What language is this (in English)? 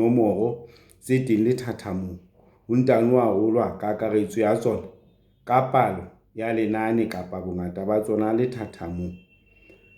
Southern Sotho